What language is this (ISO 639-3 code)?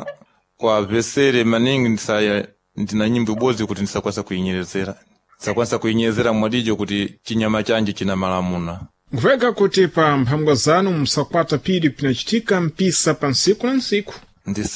seh